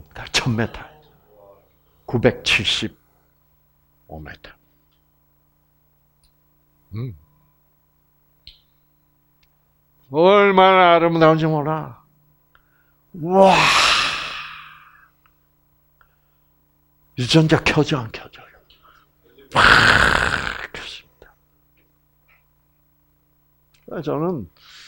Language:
Korean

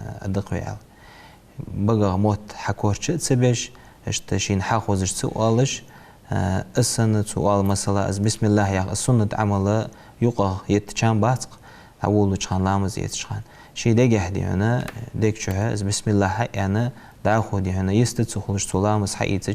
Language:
Ingush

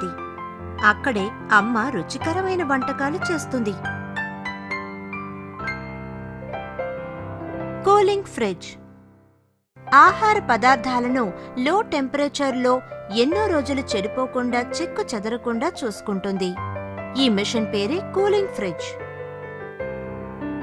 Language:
Telugu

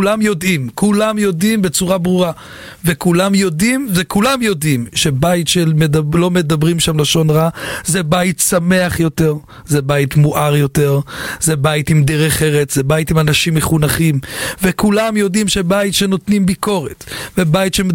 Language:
Hebrew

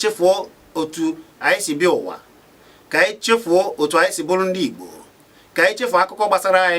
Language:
Igbo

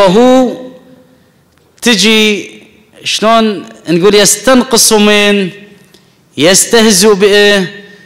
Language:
Arabic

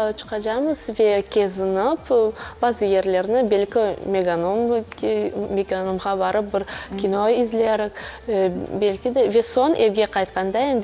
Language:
Crimean Tatar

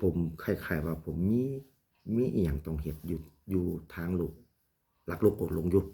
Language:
Lao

